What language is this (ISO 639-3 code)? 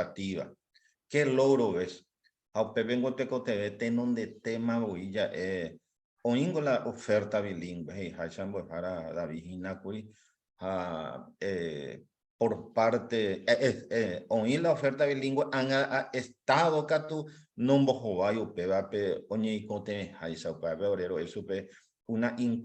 grn